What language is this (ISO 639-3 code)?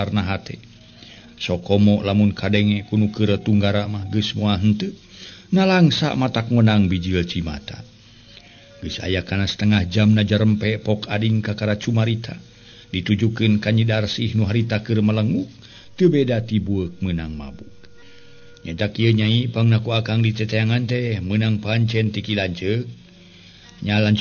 sun